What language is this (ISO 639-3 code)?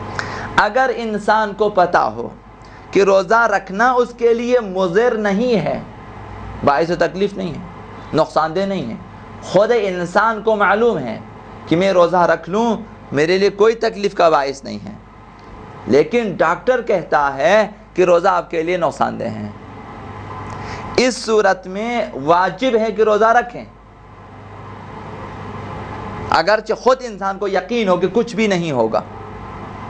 urd